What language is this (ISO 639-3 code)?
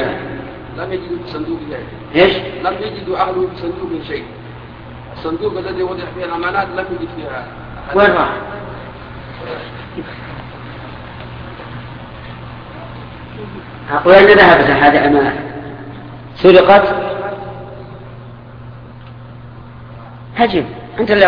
ara